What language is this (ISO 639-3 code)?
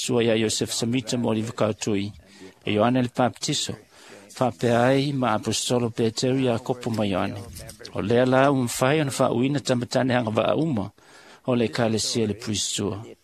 smo